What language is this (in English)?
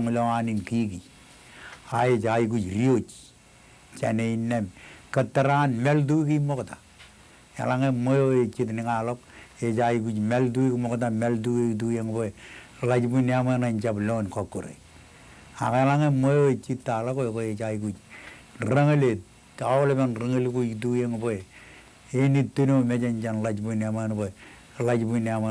Marshallese